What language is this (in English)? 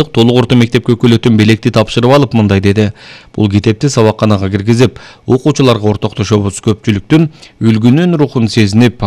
Kyrgyz